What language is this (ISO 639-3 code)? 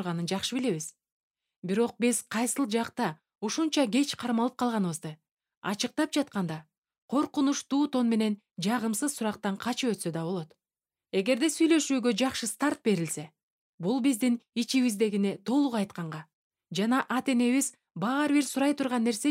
kir